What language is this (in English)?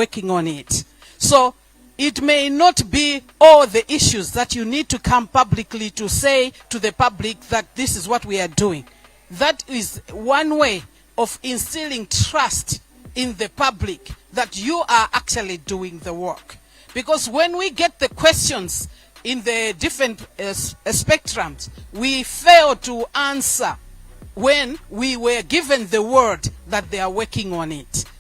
Nyanja